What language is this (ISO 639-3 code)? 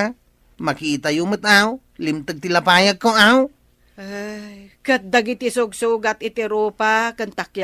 ilo